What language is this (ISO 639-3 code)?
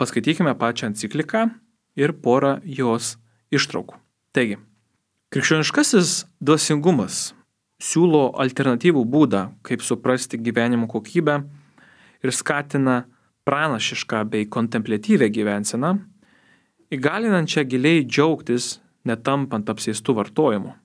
lit